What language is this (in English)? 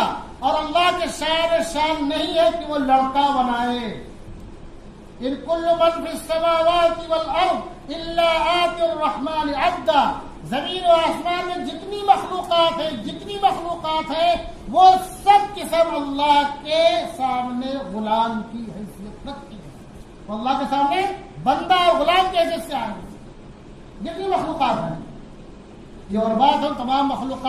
Urdu